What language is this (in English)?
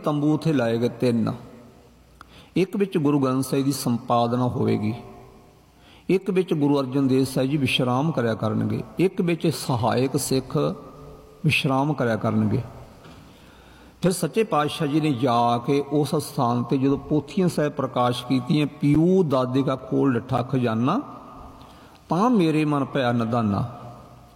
Punjabi